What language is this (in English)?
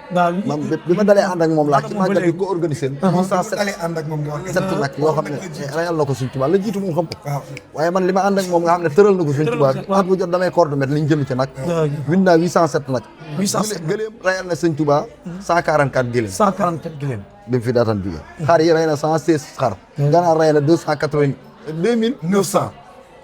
Wolof